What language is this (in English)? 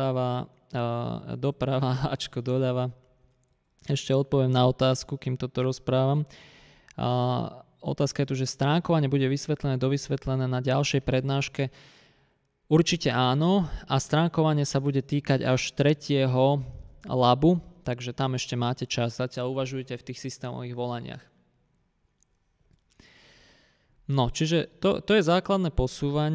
Slovak